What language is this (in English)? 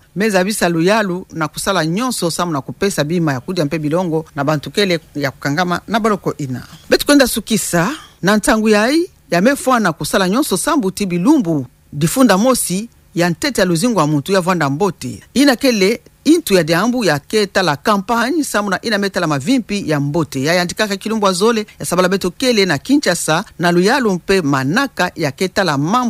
Kituba (Democratic Republic of Congo)